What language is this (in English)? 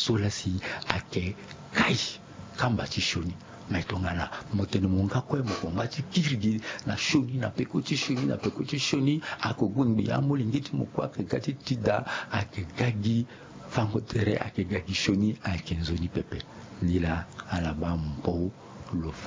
Sango